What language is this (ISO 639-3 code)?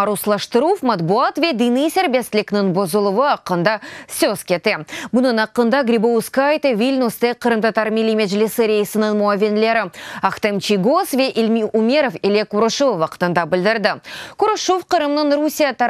crh